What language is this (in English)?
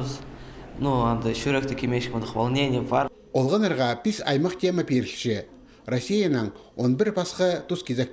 Khakas